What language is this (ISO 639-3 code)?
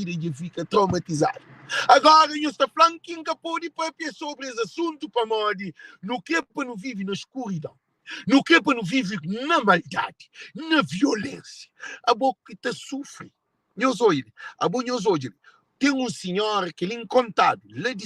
kea